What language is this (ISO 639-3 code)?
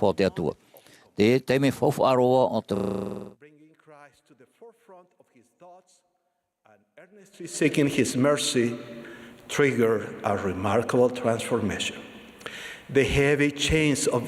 tah